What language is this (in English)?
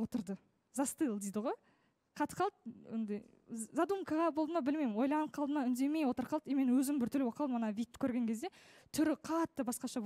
Kazakh